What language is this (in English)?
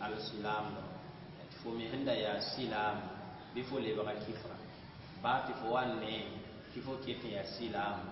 Mossi